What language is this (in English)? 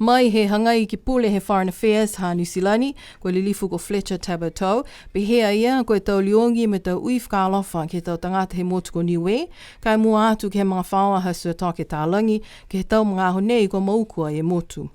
Niuean